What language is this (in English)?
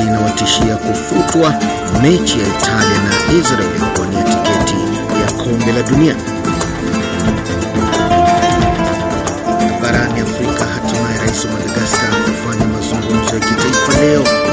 Swahili